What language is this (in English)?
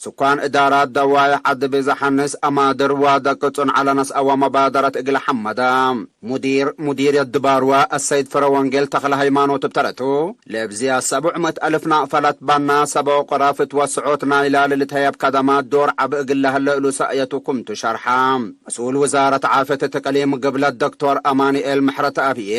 Tigre